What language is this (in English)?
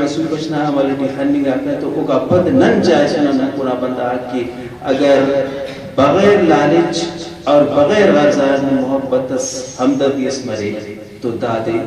Brahui